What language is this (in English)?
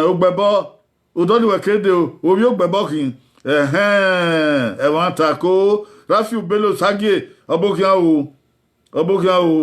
Bini